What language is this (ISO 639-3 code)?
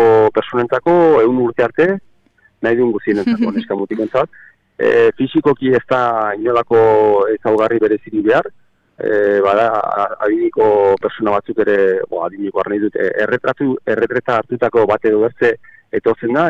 eus